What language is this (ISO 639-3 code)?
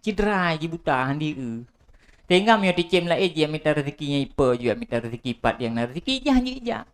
ace